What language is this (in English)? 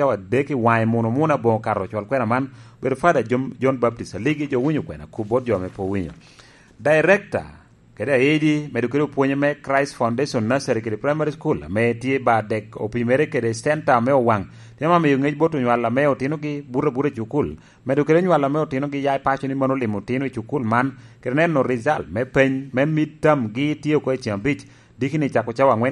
Lango (Uganda)